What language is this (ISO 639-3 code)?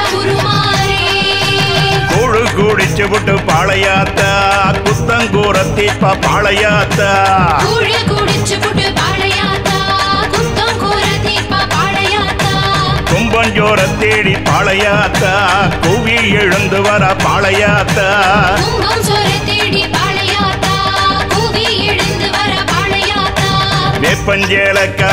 tam